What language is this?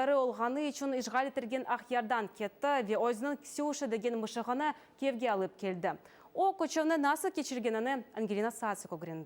Crimean Tatar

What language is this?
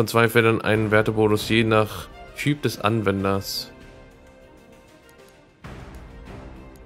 German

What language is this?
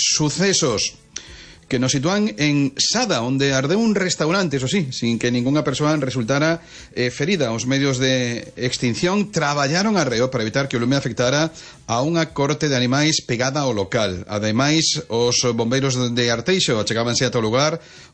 Galician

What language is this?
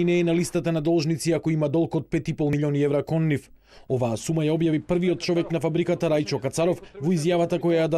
Macedonian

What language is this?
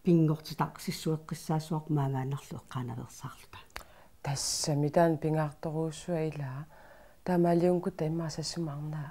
Kalaallisut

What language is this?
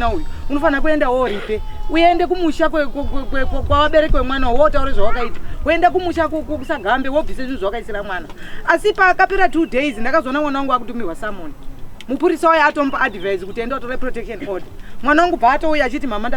Shona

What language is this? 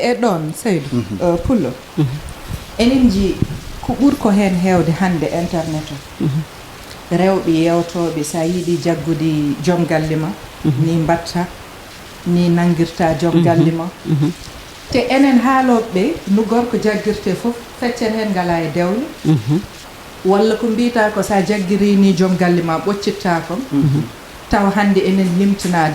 Fula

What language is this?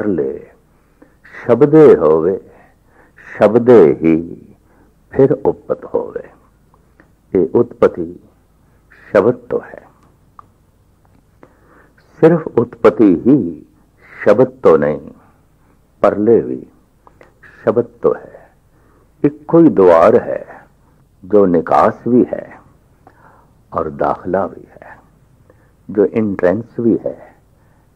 Punjabi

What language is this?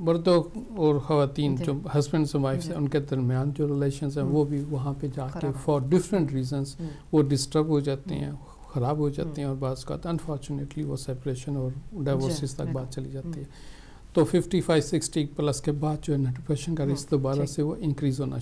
Urdu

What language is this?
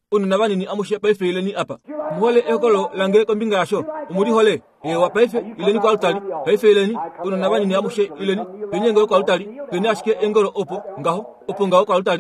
Kuanyama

